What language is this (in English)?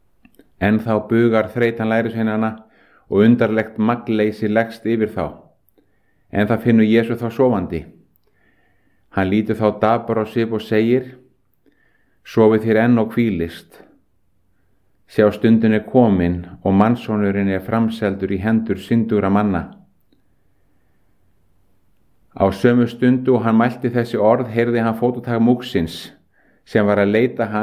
Icelandic